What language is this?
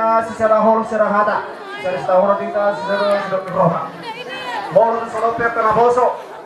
Batak Toba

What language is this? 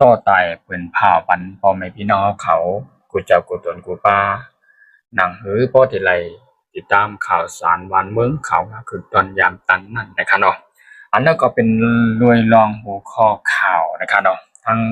Shan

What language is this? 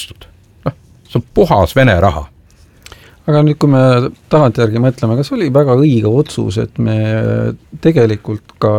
Estonian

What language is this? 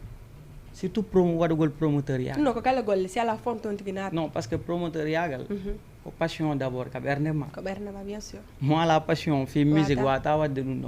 Fula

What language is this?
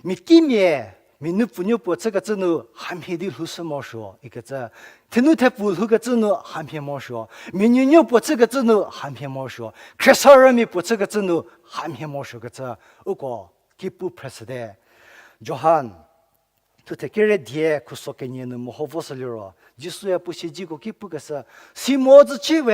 Angami Naga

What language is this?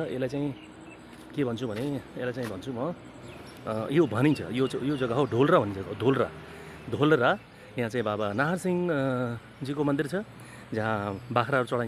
Nepali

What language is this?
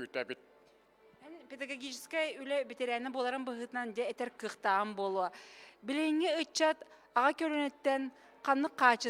Yakut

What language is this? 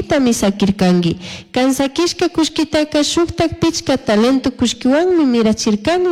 Chimborazo Highland Quichua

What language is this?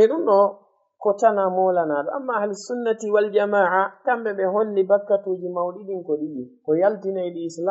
Fula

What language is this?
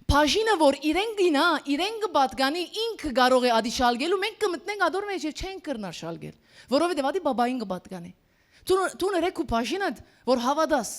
Western Armenian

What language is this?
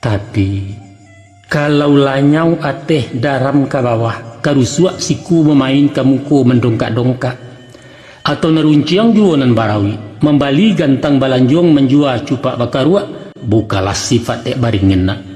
Minangkabau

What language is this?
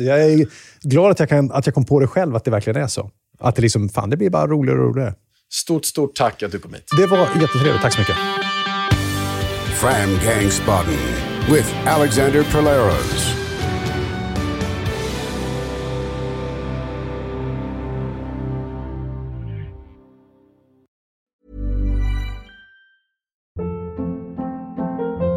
Swedish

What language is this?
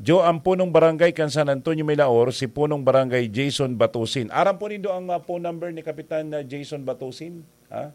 Bikol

